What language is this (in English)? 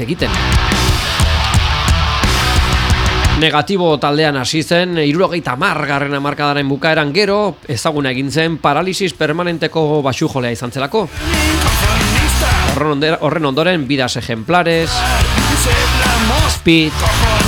Basque